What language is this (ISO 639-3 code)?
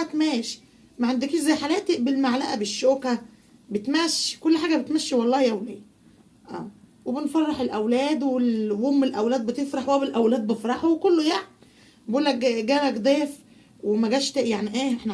arz